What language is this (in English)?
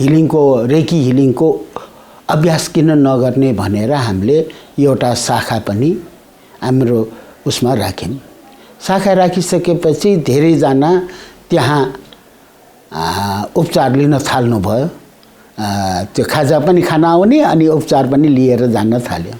Nepali